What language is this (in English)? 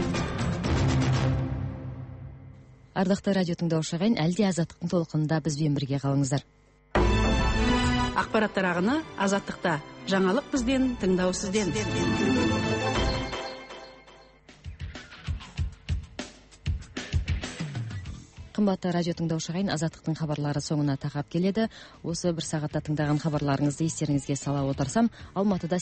Kazakh